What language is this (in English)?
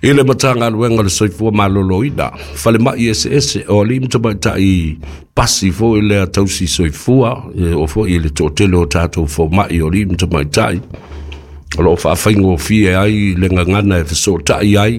Samoan